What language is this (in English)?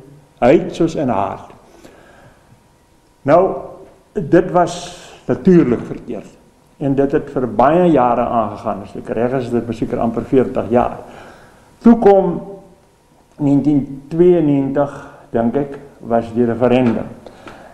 Afrikaans